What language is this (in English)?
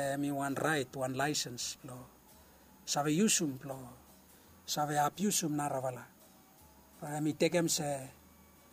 Bislama